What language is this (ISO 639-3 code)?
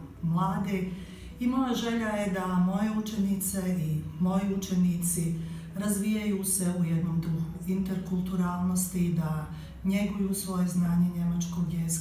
bos